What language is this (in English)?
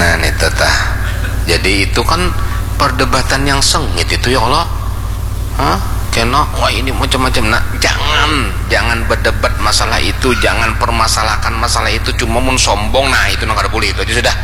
Banjar